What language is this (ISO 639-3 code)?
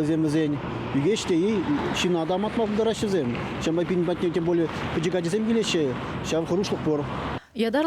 chv